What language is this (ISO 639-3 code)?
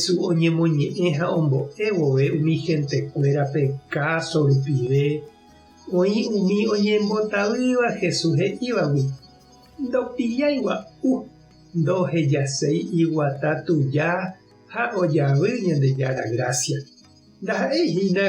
grn